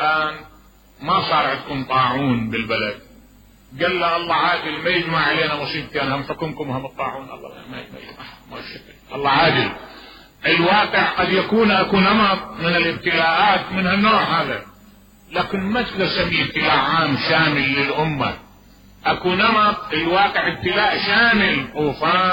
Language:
Mesopotamian Arabic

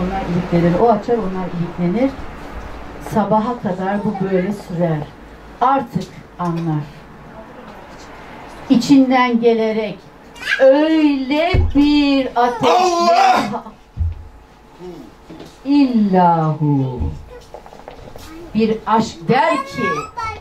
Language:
Turkish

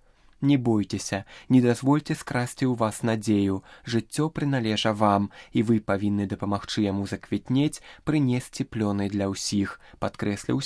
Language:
Belarusian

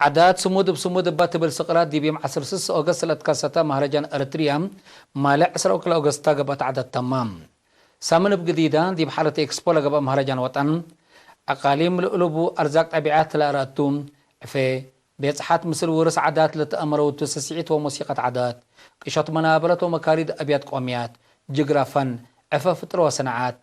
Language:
Tigre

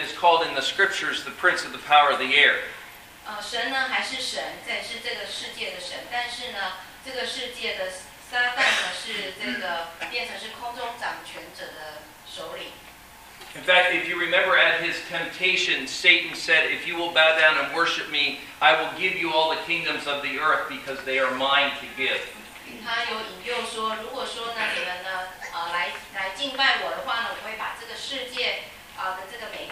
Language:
Chinese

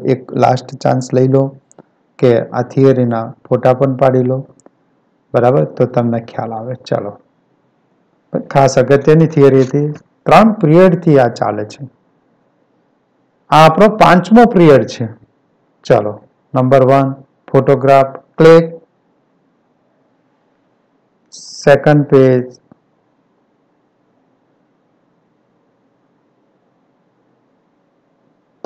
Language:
Gujarati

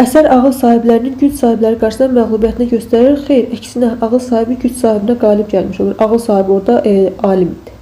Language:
Azerbaijani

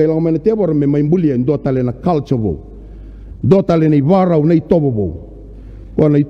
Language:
Fijian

